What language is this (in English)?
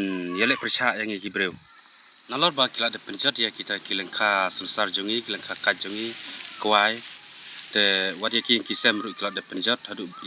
Khasi